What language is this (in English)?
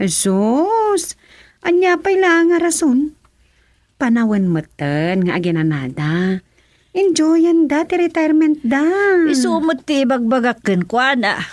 Iloko